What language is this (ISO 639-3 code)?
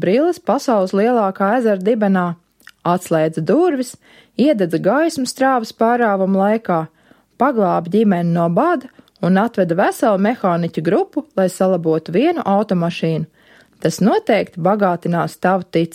lav